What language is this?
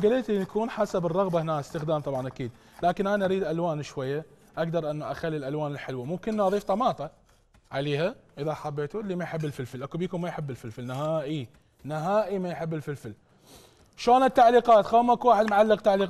Mesopotamian Arabic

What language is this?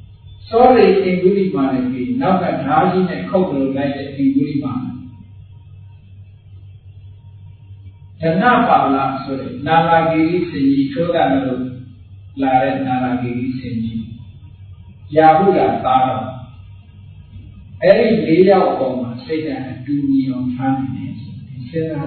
Burmese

